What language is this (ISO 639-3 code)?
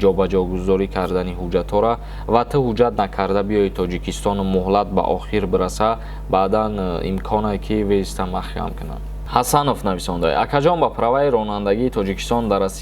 tgk